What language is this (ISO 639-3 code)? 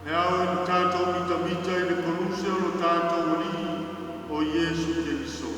smo